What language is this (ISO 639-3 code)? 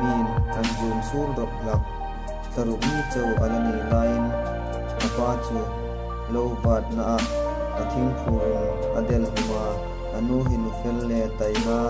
hmr